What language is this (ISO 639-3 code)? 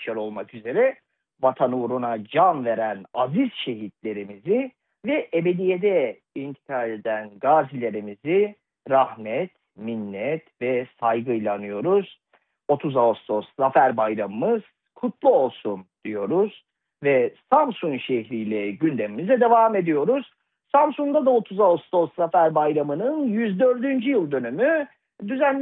tur